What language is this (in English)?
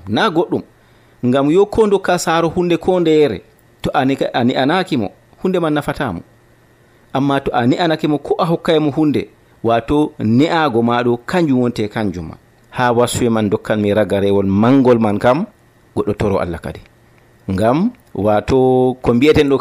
Nigerian Fulfulde